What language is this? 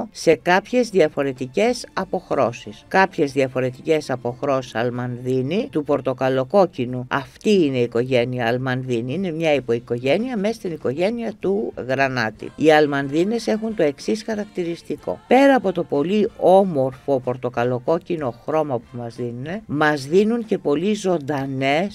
Greek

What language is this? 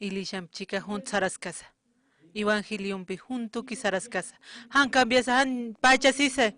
Aymara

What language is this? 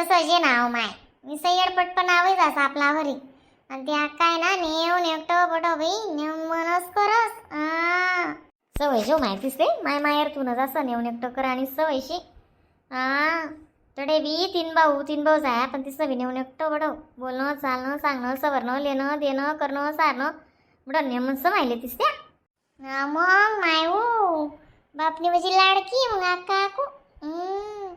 Khandesi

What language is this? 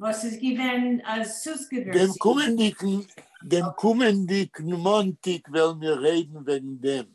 Yiddish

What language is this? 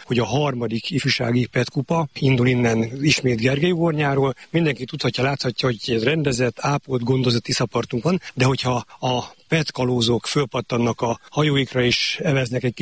Hungarian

